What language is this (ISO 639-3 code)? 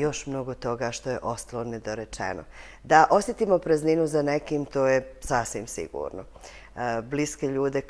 bos